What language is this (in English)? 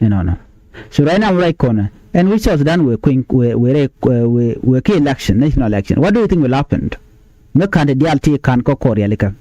Nuer